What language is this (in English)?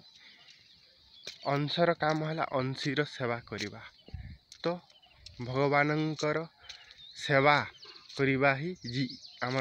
Odia